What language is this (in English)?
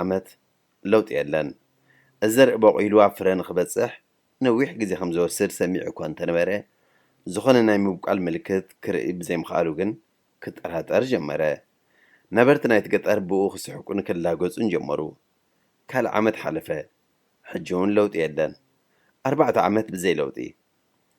Tigrinya